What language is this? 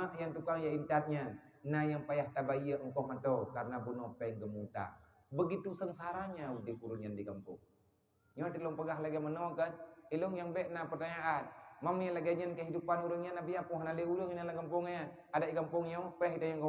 Achinese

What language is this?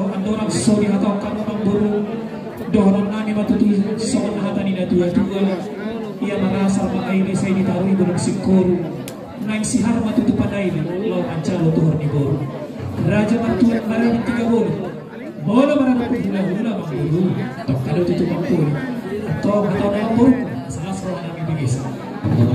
Batak Toba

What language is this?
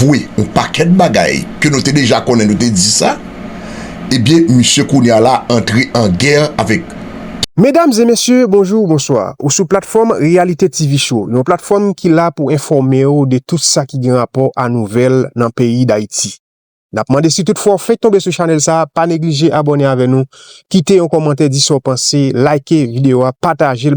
Haitian Creole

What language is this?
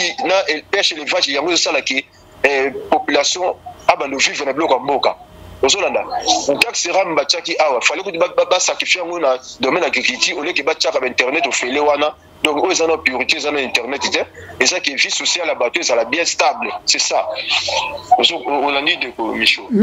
Lingala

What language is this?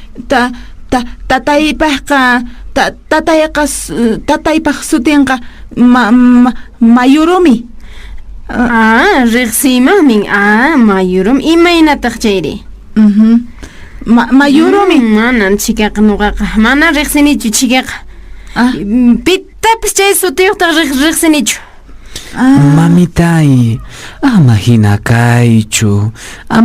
Quechua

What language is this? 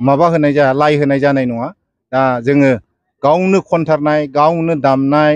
Bodo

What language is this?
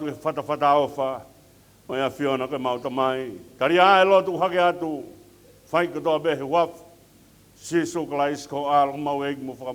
Tongan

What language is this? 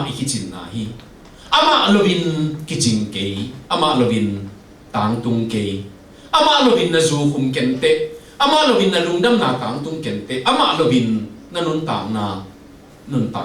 Tedim Chin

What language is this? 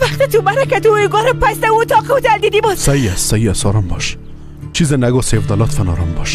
Tajik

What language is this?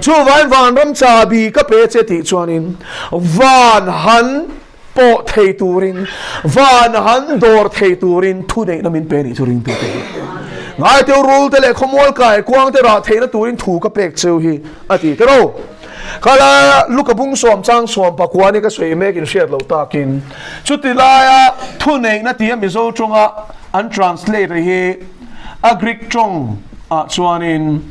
Mizo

